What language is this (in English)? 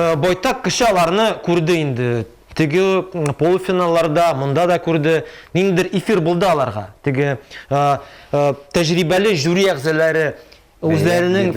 Tatar